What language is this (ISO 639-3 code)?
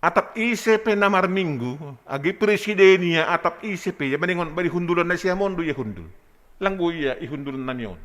bts